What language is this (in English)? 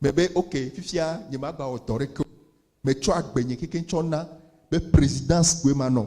Ewe